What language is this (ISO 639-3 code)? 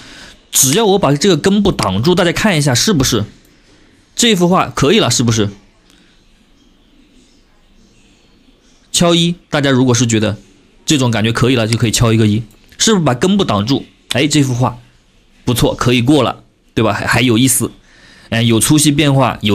zho